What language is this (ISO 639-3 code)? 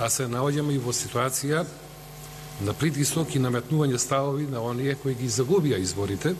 mkd